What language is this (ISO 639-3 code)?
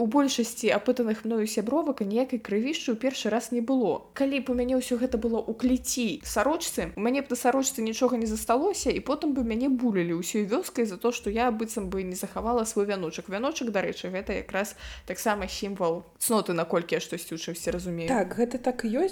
bel